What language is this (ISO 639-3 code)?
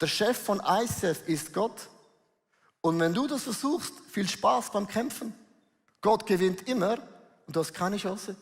gsw